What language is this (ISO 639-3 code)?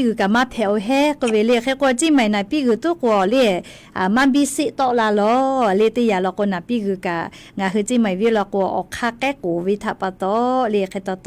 lhu